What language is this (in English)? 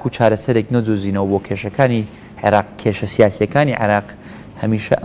Central Kurdish